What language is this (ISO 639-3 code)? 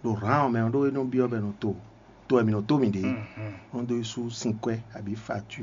fon